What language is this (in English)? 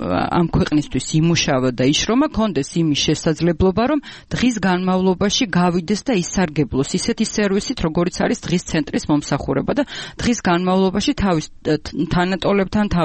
Georgian